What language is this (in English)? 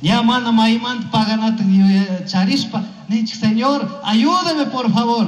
Chimborazo Highland Quichua